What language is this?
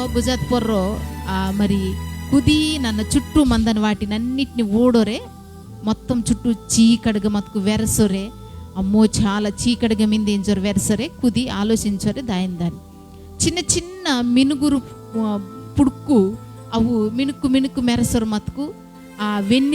Koya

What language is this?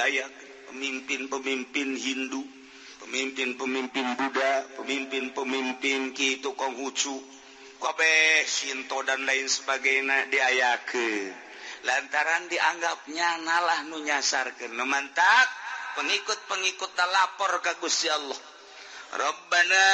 Sundanese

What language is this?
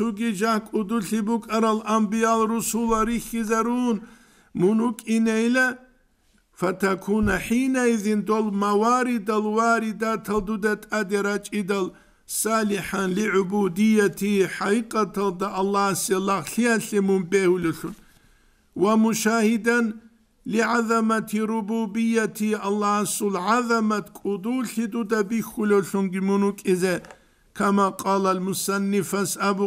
Avaric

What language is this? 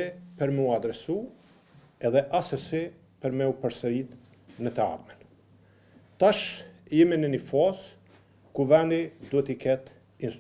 Albanian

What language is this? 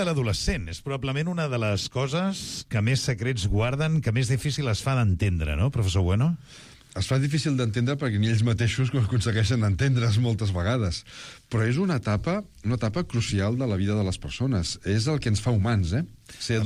Catalan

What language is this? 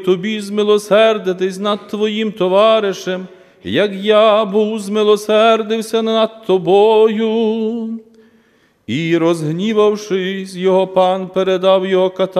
Ukrainian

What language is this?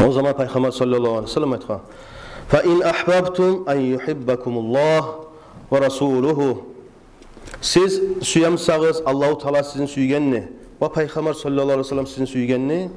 Kumyk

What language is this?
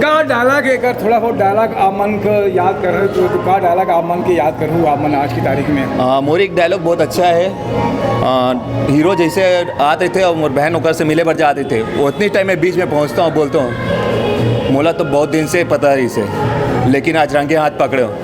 Chhattisgarhi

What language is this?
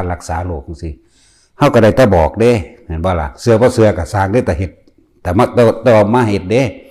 Northeastern Thai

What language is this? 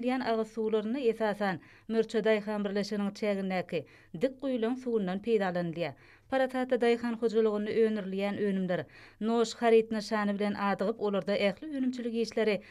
Turkmen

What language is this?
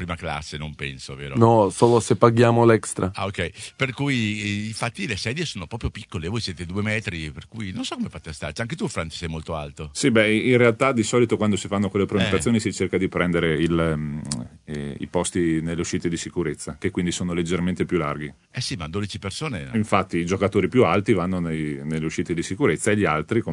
Italian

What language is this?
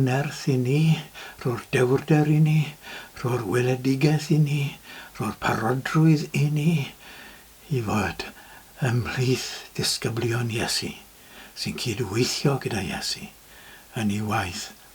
Welsh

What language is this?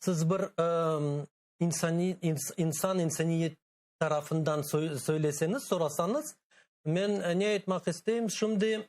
Crimean Tatar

